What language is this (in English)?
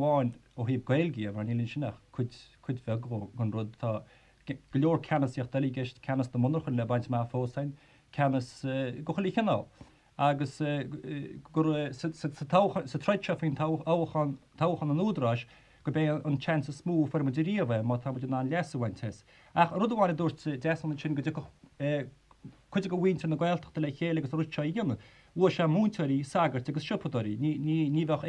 Irish